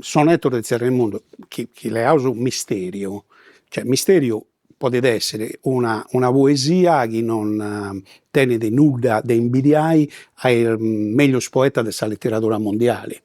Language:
Sardinian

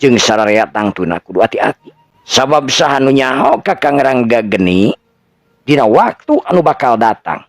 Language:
Sundanese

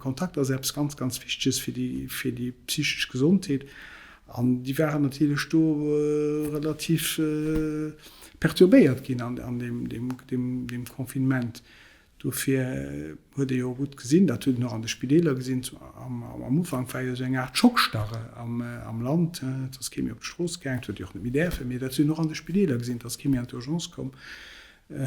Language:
Luxembourgish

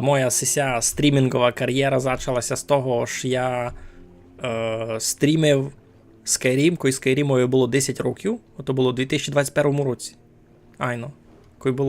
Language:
Rusyn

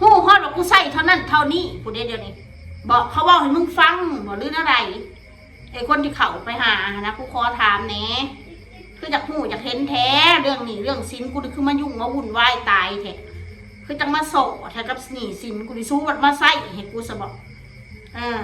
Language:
Northeastern Thai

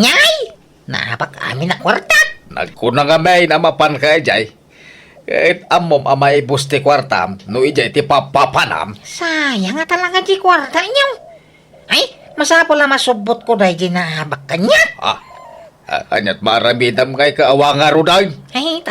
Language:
Iloko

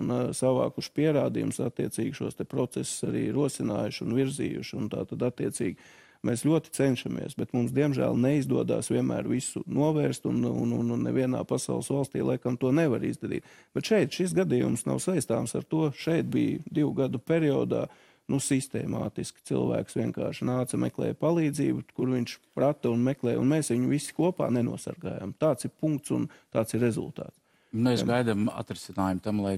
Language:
Latvian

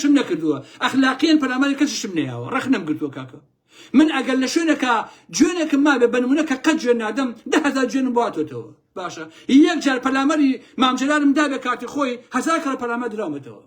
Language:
Central Kurdish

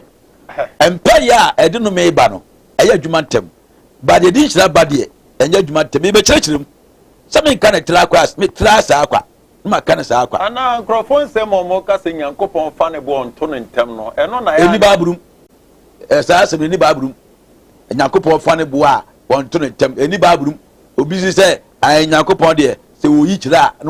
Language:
Akan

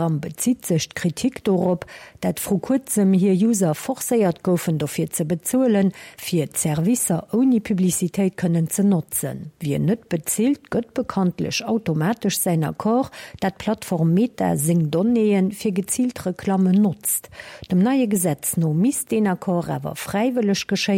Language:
Luxembourgish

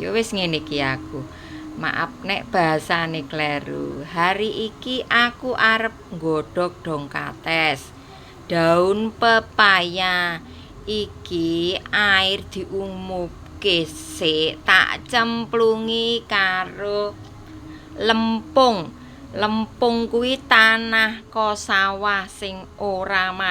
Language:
Javanese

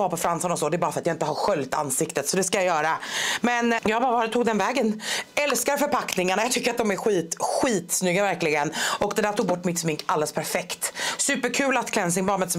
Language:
Swedish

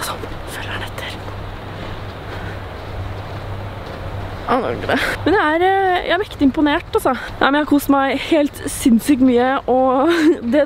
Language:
Norwegian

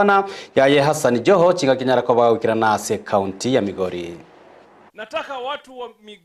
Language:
Gusii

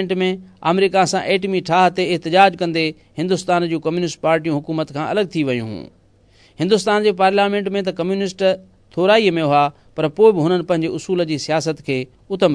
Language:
Sindhi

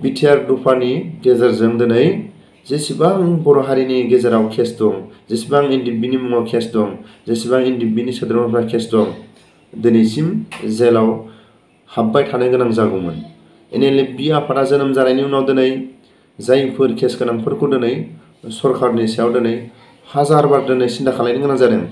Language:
Bodo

